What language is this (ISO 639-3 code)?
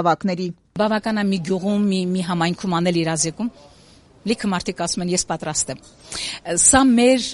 hye